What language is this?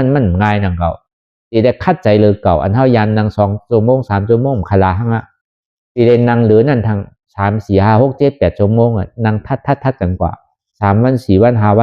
Shan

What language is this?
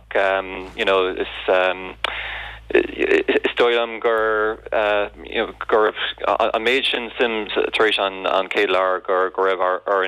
Irish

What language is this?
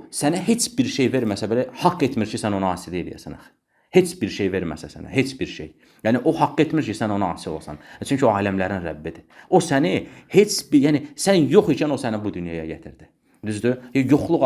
Azerbaijani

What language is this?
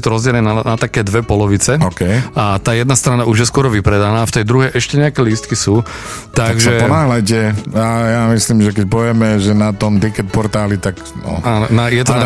Slovak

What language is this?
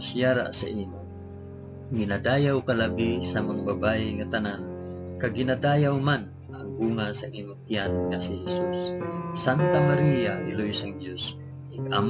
Hiligaynon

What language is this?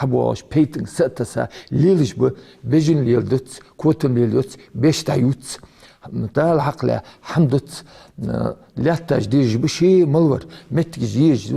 Ingush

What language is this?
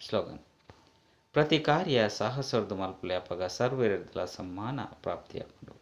Tulu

